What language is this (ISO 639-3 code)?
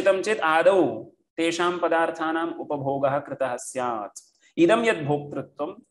san